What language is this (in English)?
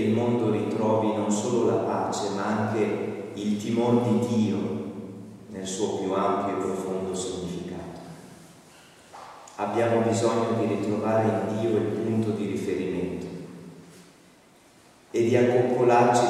Italian